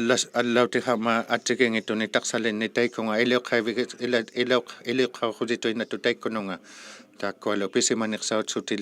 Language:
Inuktitut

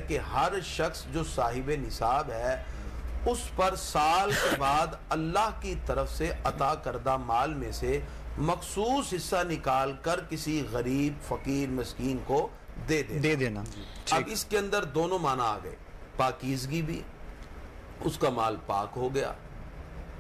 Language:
Urdu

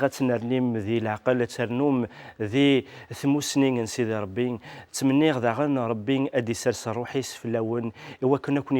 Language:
Kabyle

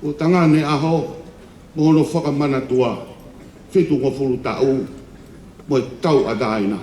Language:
Tongan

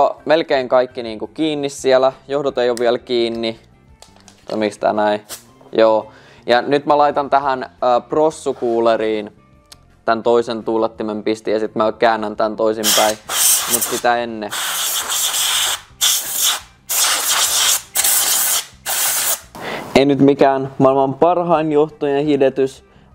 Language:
Finnish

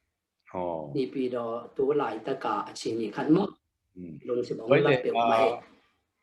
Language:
Tedim Chin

